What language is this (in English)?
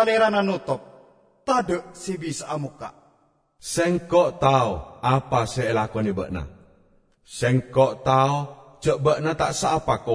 Madurese